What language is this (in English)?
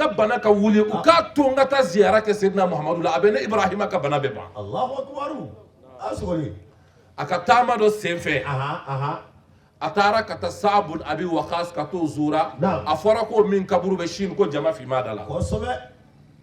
Bambara